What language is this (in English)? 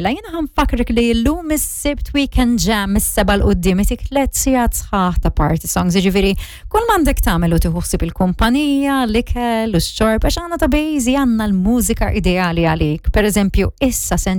Maltese